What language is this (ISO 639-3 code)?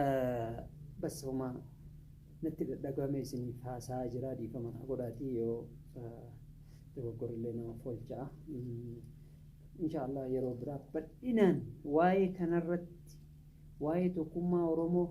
orm